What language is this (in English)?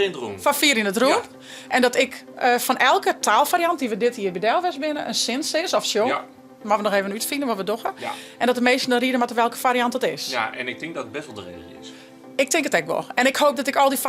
Western Frisian